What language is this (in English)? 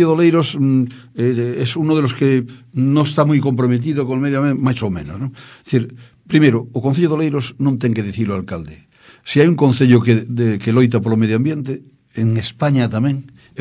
Galician